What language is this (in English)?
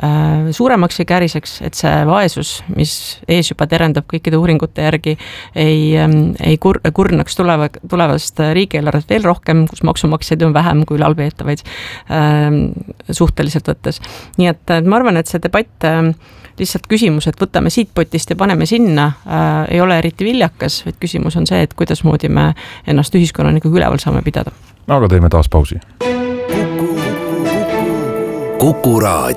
Estonian